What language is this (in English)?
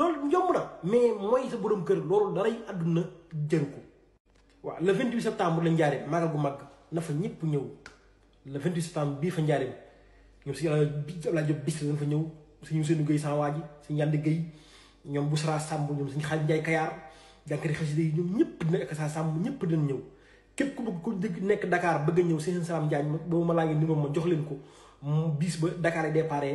Wolof